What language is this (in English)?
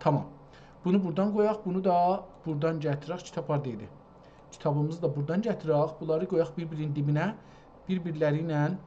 South Azerbaijani